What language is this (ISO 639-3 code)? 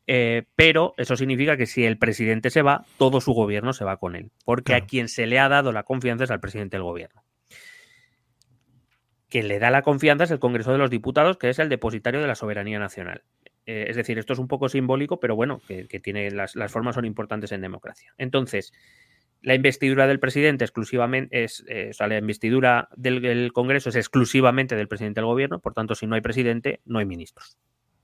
spa